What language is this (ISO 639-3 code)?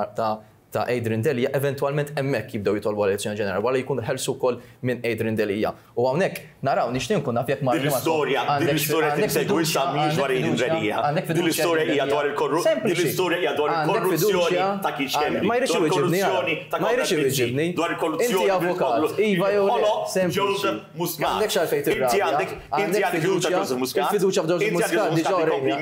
mlt